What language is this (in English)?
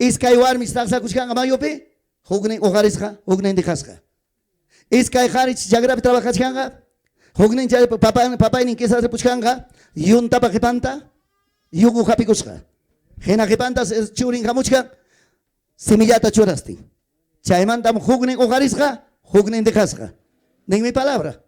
Ayacucho Quechua